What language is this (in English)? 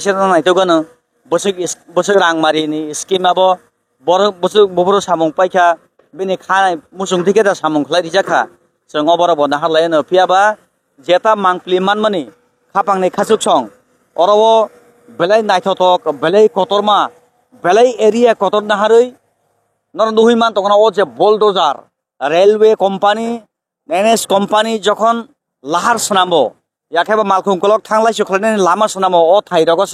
Kok Borok